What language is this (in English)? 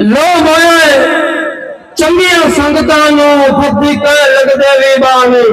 Saraiki